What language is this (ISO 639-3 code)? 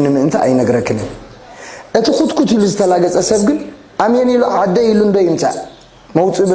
tir